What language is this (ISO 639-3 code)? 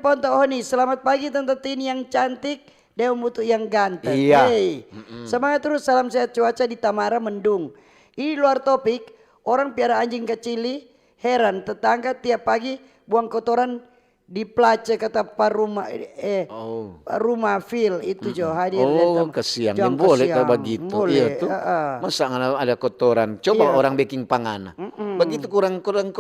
xmm